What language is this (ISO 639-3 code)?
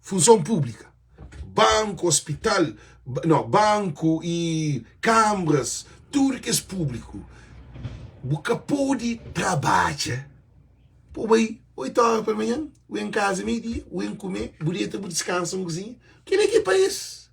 kea